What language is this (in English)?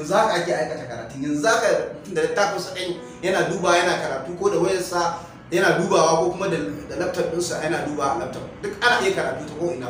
Hausa